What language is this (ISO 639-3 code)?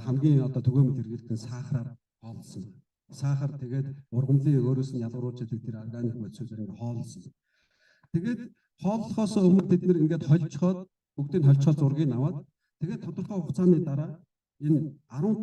mon